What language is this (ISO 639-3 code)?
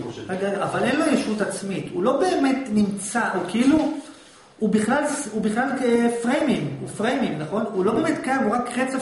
heb